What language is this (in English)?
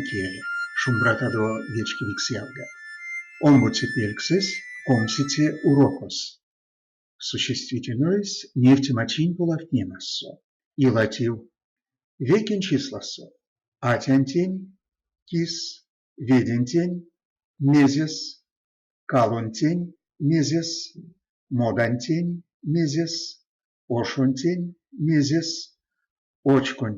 Erzya